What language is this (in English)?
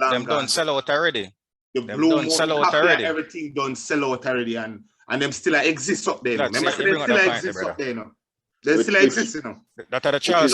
Jamaican Creole English